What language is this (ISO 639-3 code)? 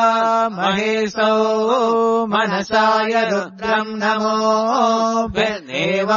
san